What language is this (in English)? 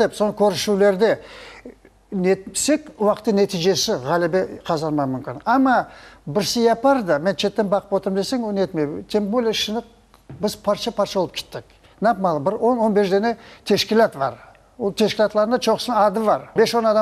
Crimean Tatar